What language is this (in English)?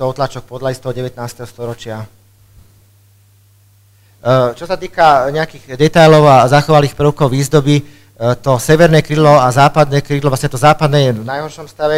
Slovak